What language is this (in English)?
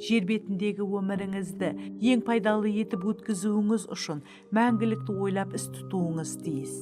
Kara-Kalpak